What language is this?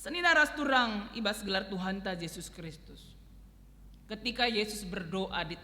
Batak Karo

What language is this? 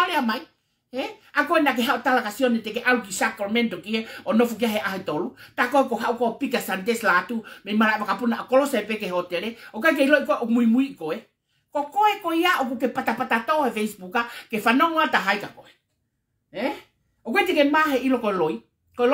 Tongan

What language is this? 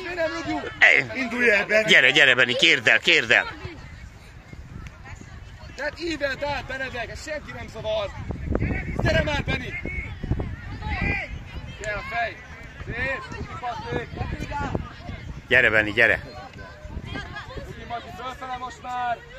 Hungarian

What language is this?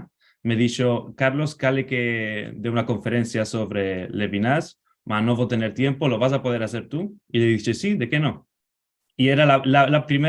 Ladino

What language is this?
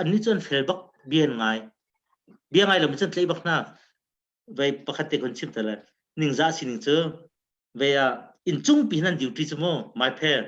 Hakha Chin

